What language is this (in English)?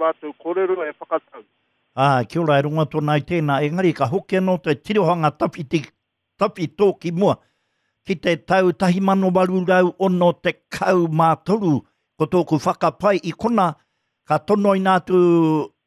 Māori